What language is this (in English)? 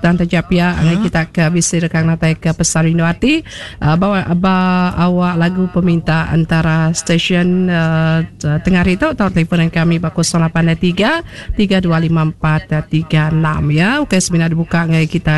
Iban